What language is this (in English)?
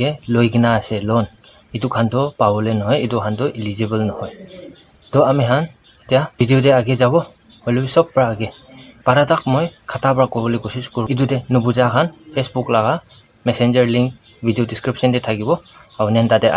Naga Pidgin